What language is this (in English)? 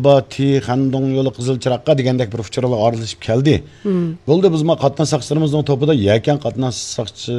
Uyghur